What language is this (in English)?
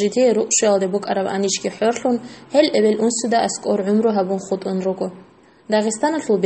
Avaric